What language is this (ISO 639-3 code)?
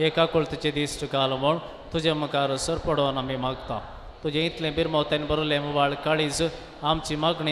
kok